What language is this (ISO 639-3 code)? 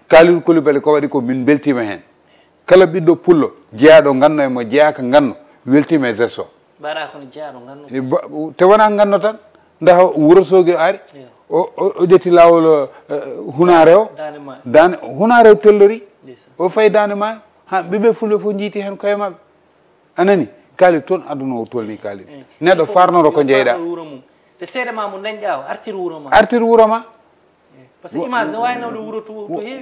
ful